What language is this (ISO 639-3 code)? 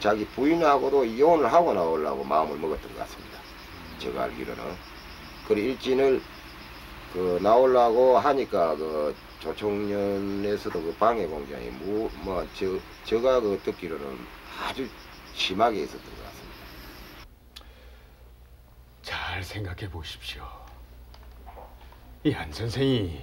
kor